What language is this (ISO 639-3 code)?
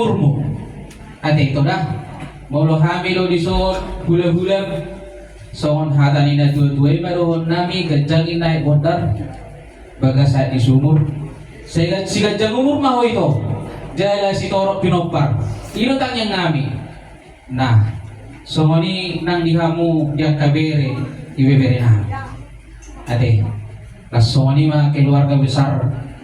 bbc